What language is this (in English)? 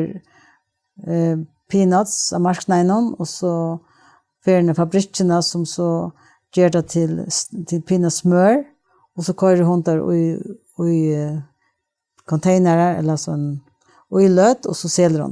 Faroese